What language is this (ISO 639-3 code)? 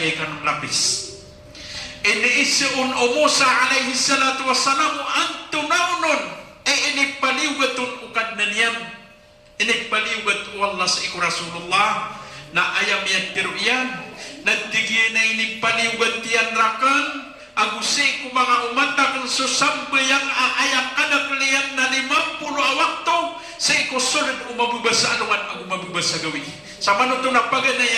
mrw